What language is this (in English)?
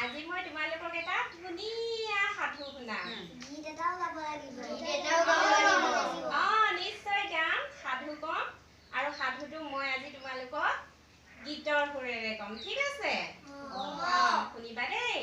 Assamese